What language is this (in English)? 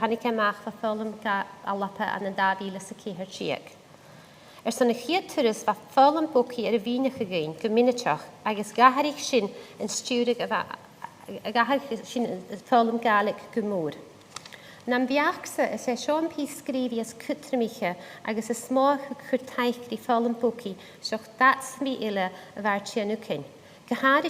Scottish Gaelic